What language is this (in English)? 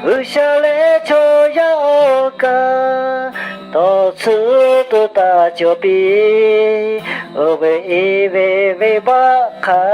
Lahu